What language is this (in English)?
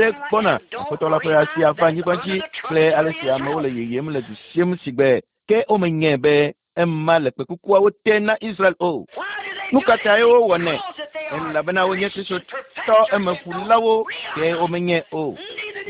Ewe